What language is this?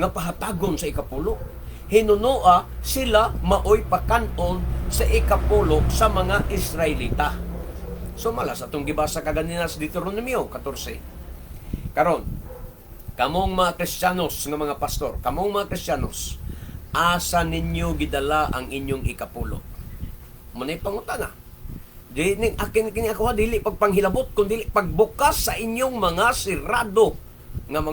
Cebuano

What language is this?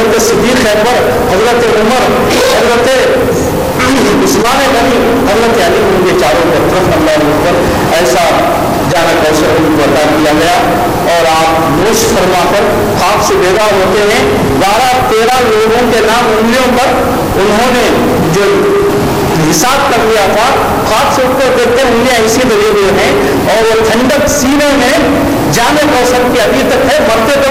Urdu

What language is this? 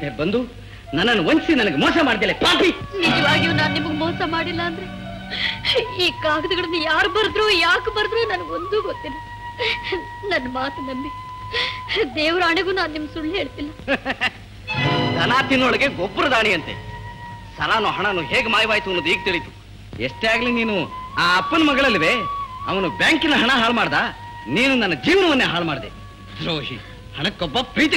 Kannada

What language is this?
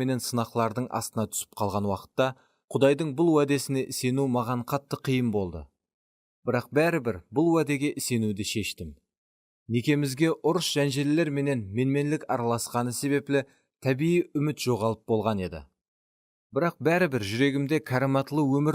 Kara-Kalpak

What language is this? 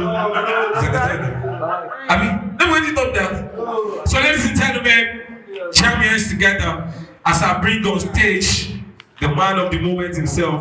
Nigerian Pidgin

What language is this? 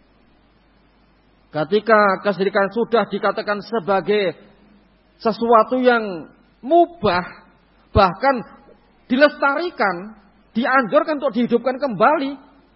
Indonesian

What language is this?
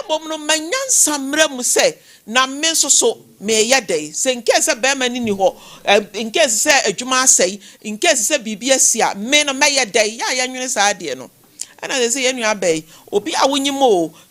Akan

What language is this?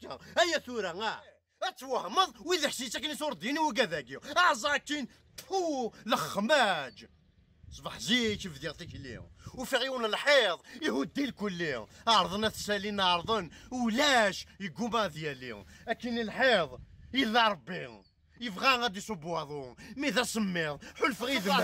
Kabyle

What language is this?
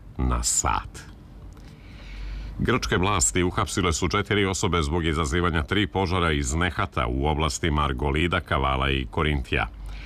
Serbian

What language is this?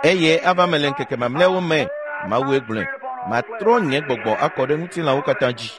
Ewe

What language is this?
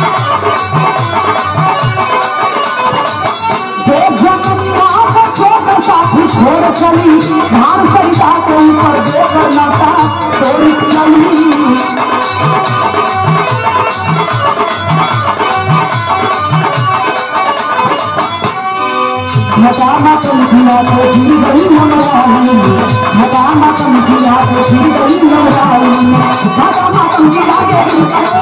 Bhojpuri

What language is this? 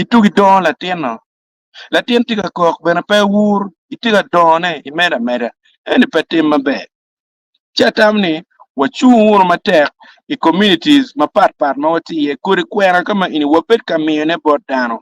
Acoli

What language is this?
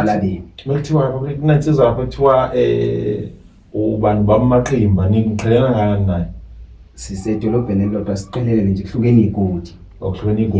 Zulu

